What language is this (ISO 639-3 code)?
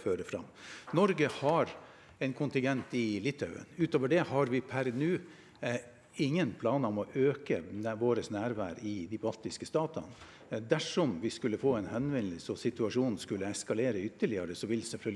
nor